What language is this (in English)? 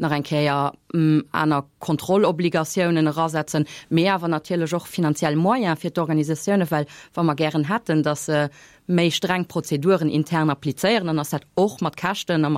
Luxembourgish